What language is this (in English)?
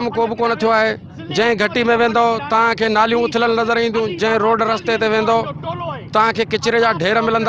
Sindhi